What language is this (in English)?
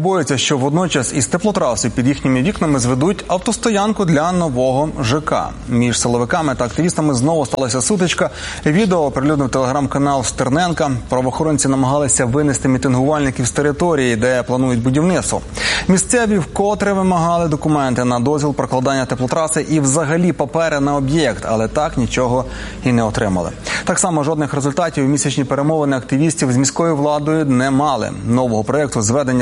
Ukrainian